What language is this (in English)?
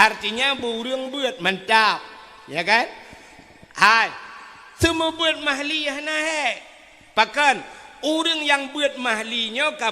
Achinese